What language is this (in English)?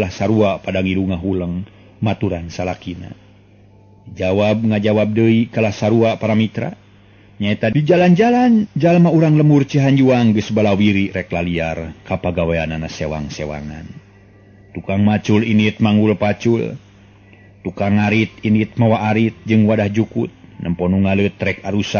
Sundanese